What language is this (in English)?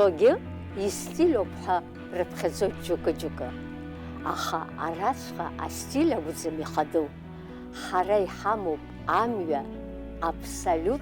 Abkhazian